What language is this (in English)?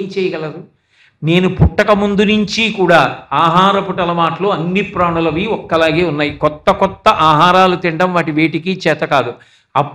Telugu